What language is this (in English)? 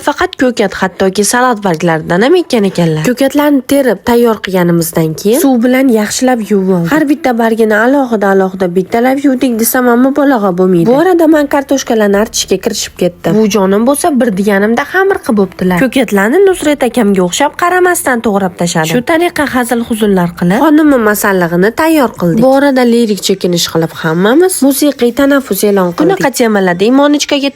Uzbek